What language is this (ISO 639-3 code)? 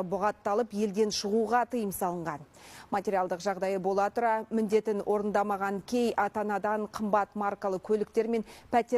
kaz